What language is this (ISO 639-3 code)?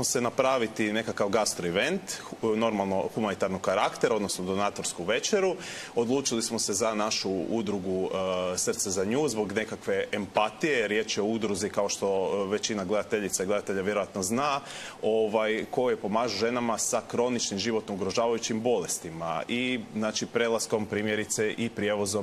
hrv